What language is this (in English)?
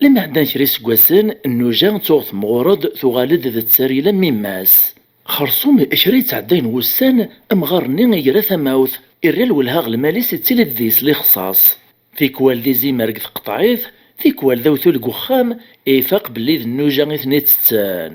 Kabyle